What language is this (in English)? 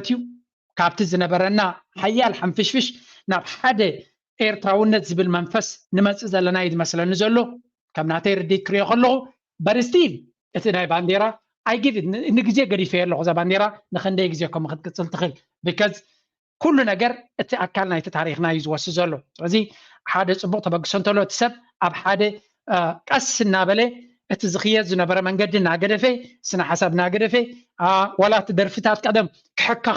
Tigrinya